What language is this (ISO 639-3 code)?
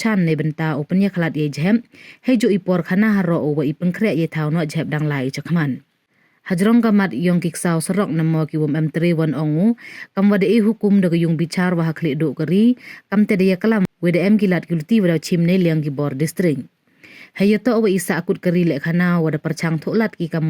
pbv